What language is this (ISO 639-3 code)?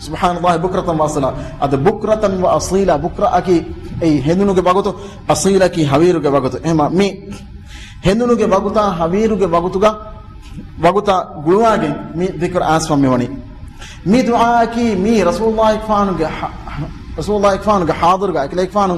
div